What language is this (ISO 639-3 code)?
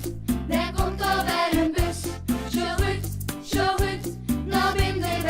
fry